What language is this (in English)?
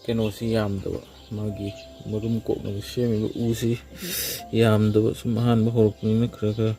Manipuri